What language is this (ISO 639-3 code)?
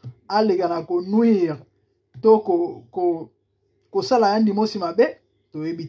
lin